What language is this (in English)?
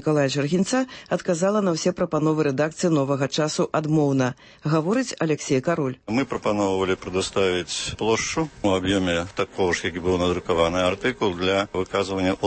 Belarusian